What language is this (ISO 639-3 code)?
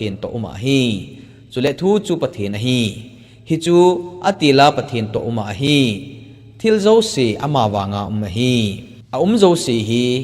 tcz